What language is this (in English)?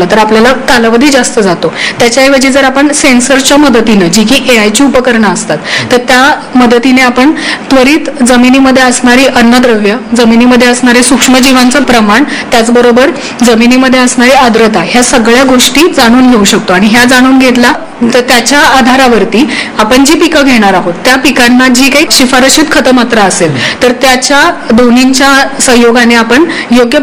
Marathi